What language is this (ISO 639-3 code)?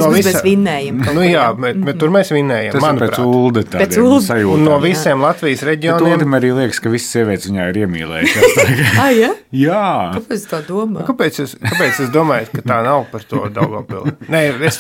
lav